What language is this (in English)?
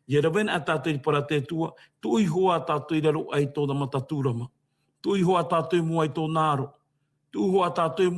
Tahitian